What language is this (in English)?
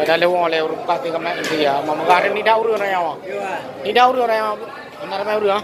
Achinese